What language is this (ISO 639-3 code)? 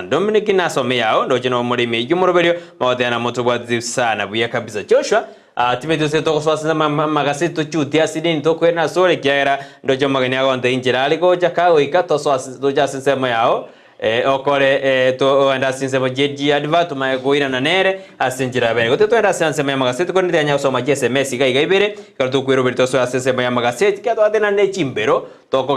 guz